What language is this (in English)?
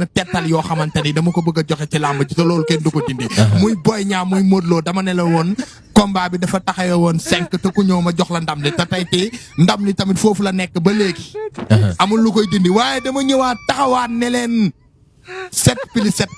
Wolof